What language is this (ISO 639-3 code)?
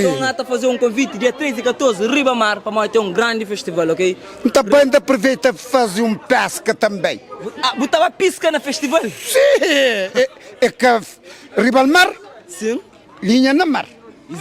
kea